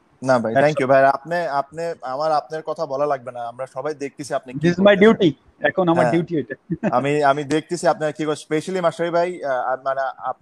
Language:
Bangla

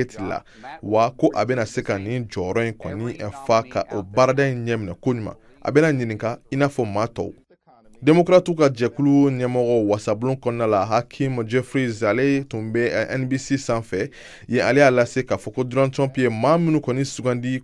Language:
Bambara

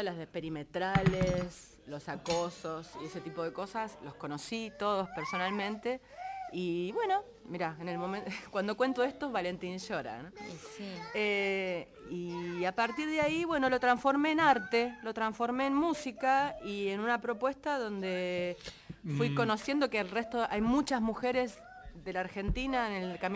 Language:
Spanish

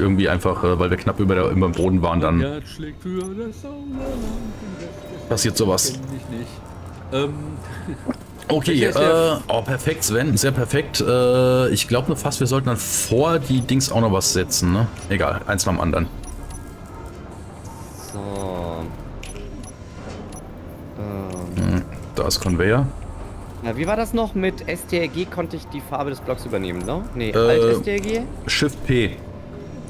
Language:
German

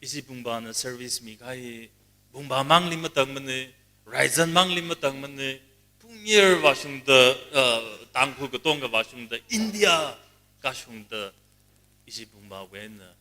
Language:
Tangkhul Naga (India)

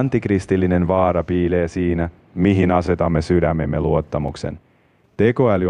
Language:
Finnish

